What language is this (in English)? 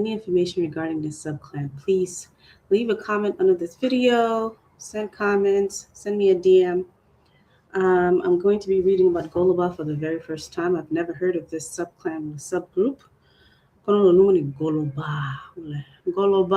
Acoli